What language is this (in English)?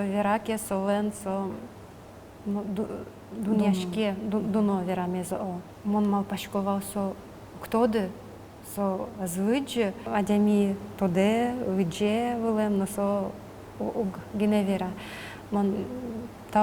Udmurt